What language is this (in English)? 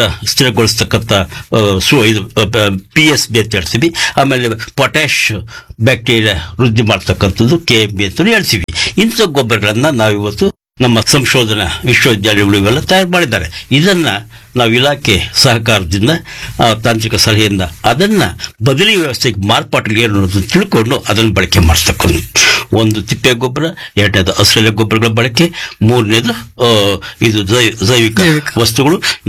Kannada